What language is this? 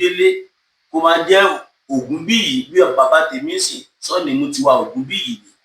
Yoruba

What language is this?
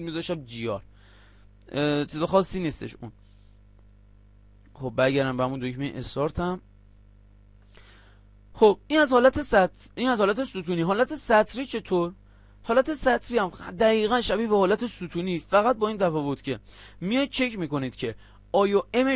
Persian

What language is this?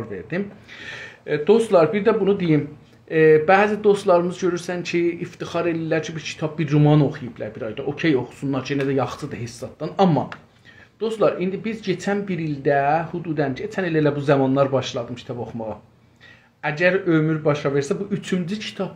South Azerbaijani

